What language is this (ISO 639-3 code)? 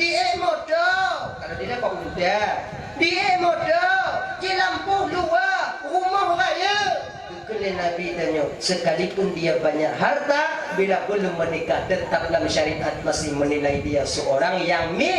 ace